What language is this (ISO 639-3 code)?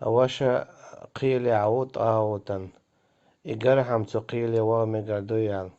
che